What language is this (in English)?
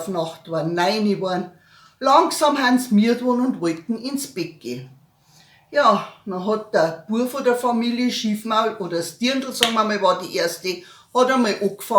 Bavarian